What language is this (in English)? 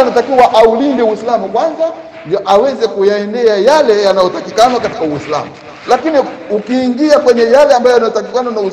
Swahili